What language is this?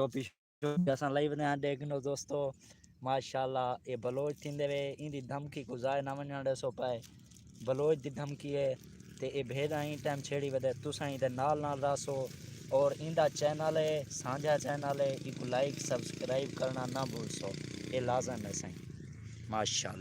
Saraiki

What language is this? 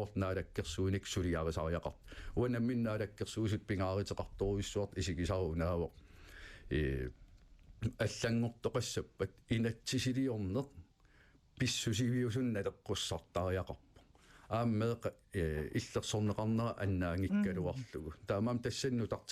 Kalaallisut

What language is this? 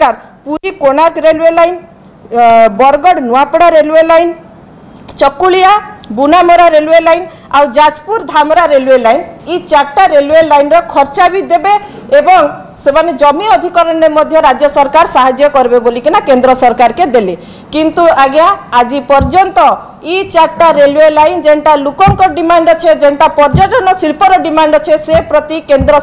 Odia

